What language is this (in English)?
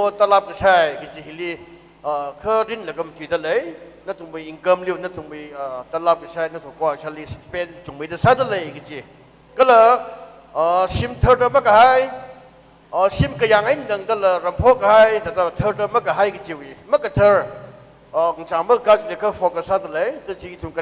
Tangkhul Naga (India)